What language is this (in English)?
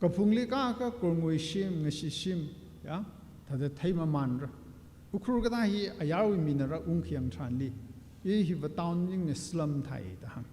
Tangkhul Naga (India)